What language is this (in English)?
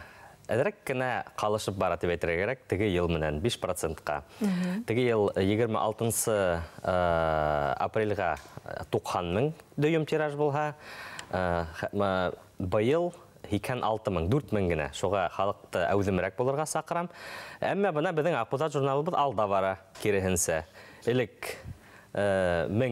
Bashkir